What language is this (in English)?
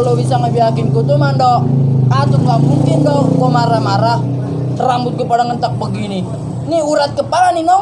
Betawi